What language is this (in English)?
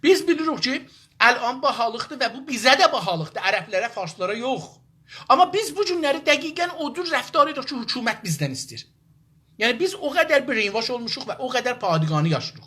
South Azerbaijani